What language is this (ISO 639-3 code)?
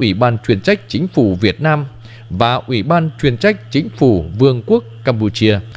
vie